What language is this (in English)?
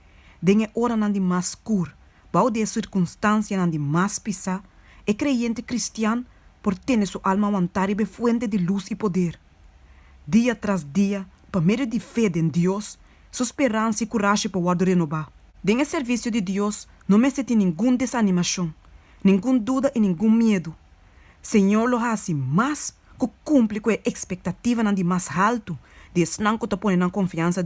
Papiamento